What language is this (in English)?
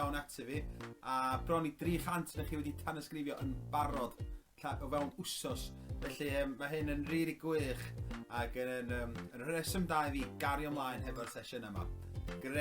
Welsh